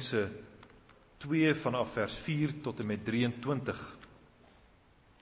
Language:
Afrikaans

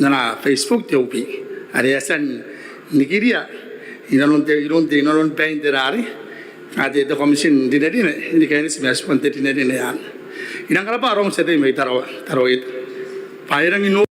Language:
Gilbertese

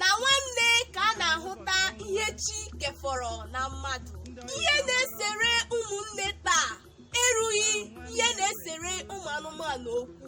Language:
Igbo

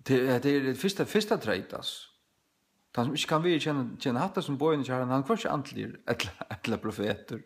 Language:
Faroese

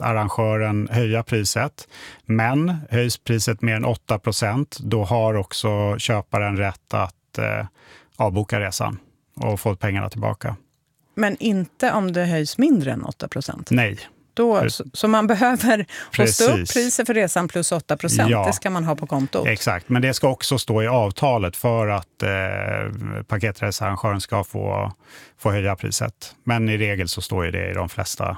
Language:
Swedish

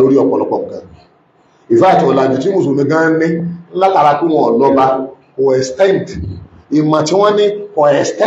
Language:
Yoruba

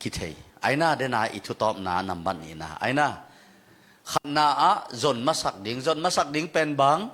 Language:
Tedim Chin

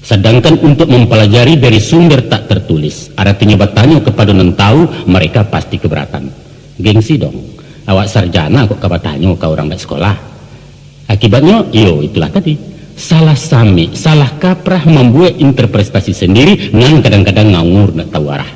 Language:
Minangkabau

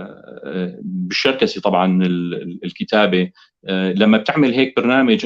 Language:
North Levantine Arabic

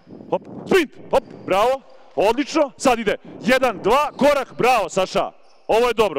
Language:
Serbian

